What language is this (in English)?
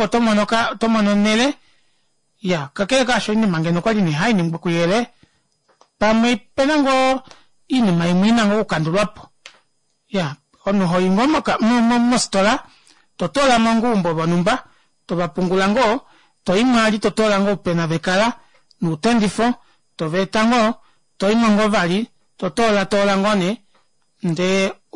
Kuanyama